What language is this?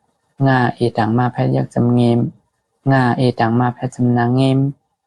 Shan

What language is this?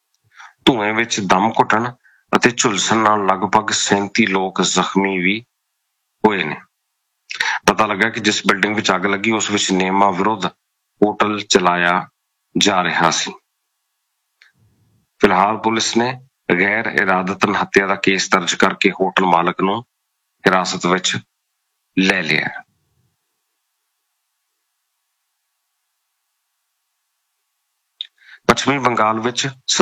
Punjabi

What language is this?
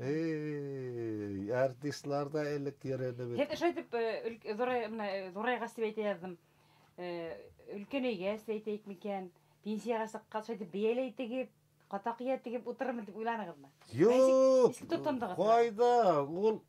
Bashkir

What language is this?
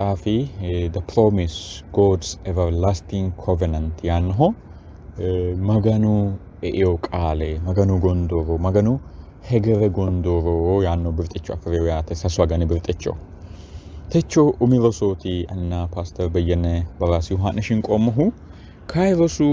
Sidamo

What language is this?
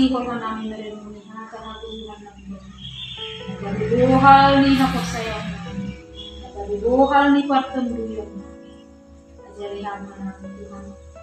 Batak Simalungun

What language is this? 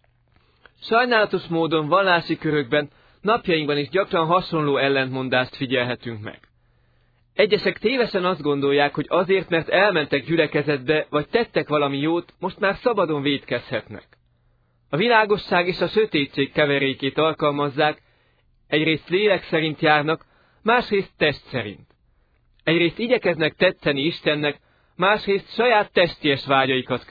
Hungarian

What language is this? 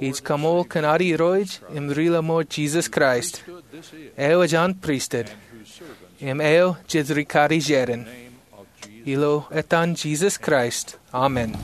Marshallese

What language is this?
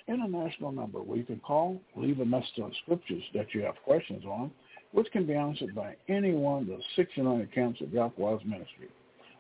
English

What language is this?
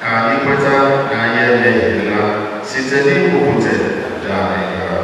Igbo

